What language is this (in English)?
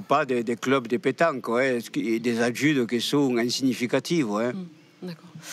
Occitan